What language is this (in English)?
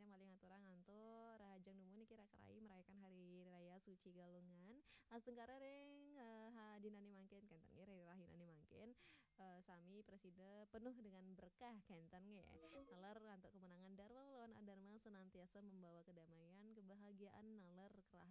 Balinese